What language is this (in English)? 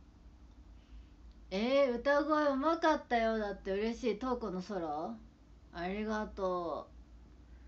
Japanese